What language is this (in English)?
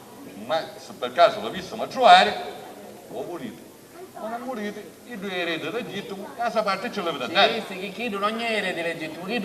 Sicilian